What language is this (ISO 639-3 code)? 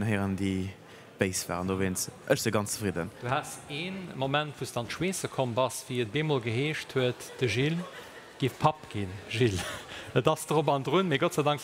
ltz